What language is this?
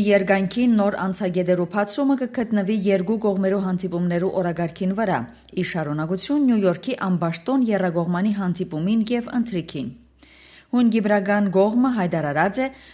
Western Armenian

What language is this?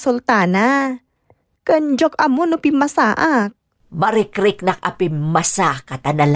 Iloko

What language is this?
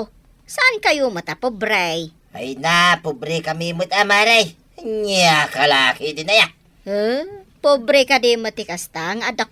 Iloko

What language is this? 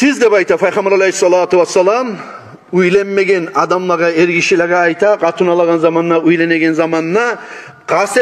Kumyk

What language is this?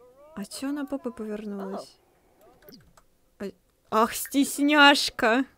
Russian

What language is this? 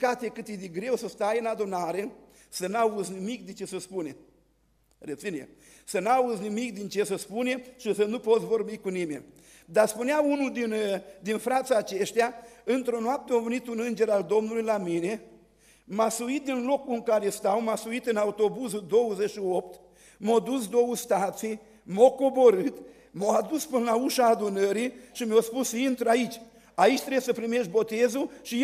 Romanian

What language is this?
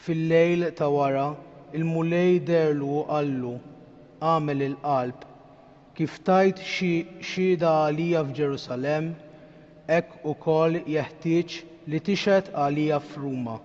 Maltese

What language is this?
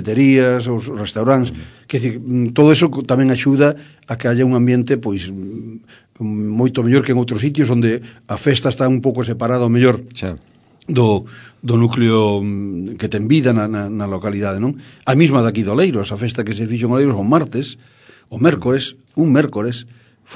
Galician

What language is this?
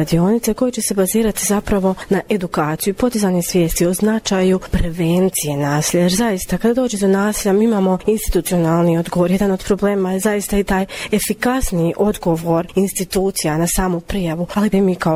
Bosnian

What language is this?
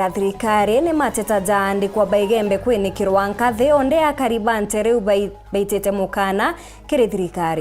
Meru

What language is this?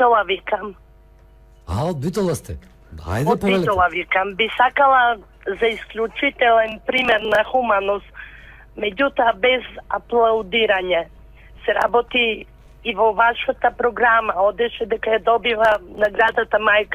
Macedonian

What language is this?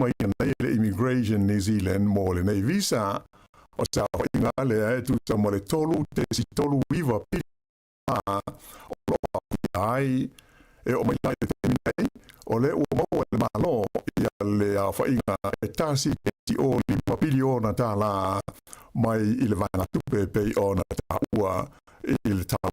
Samoan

